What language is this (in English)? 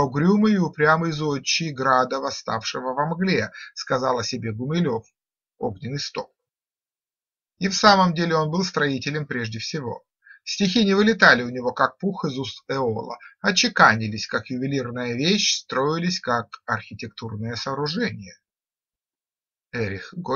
Russian